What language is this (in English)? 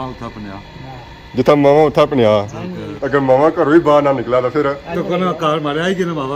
Pahari-Potwari